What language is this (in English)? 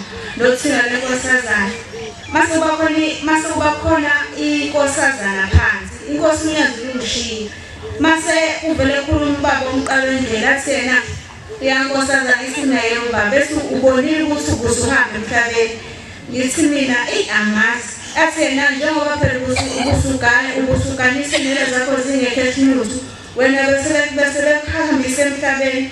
Zulu